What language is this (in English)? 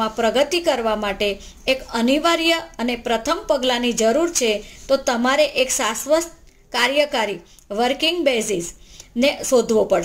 Gujarati